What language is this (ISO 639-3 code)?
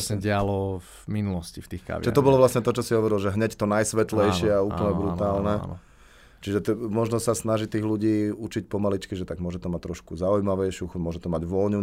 slk